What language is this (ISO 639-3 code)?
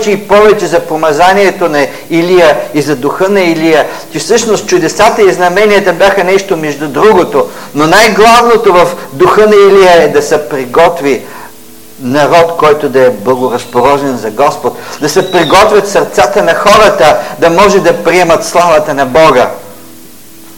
bul